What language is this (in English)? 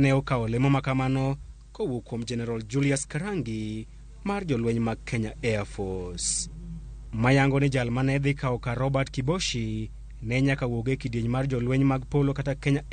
Luo (Kenya and Tanzania)